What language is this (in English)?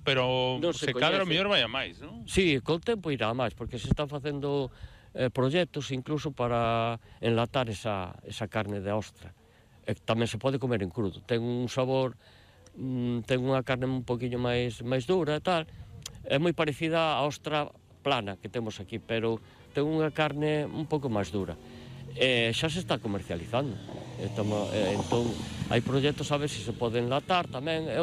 Galician